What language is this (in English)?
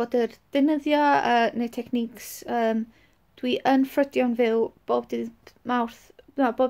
Welsh